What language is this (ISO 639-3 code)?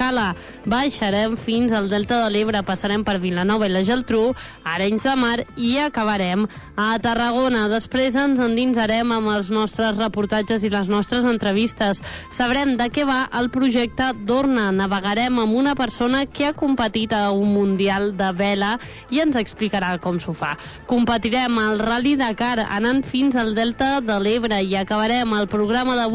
cat